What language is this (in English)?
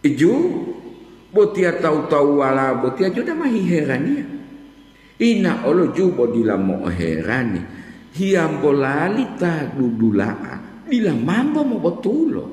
Gorontalo